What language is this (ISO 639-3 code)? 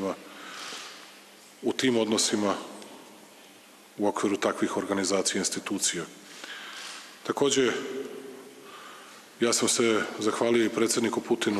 srp